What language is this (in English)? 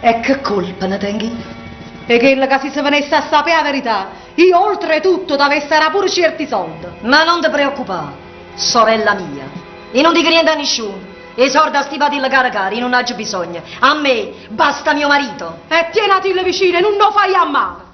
Neapolitan